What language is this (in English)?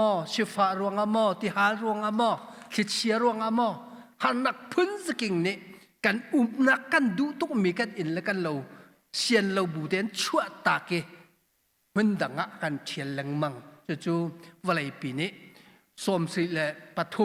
Hakha Chin